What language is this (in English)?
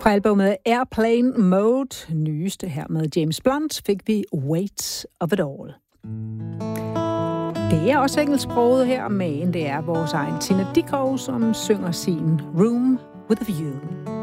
Danish